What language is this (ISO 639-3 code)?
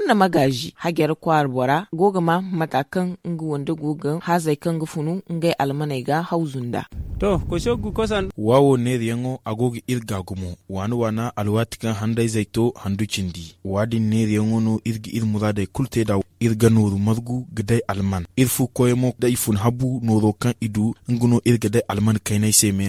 dje